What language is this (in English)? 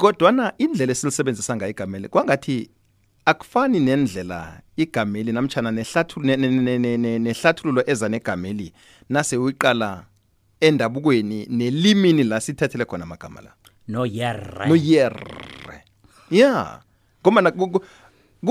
South Ndebele